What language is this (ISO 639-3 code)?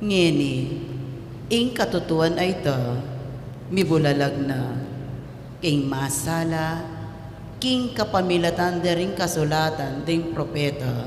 pam